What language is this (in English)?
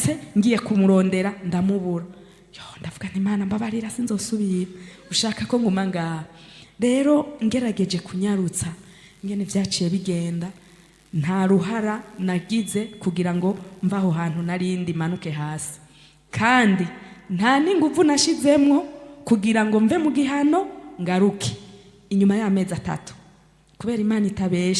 Rundi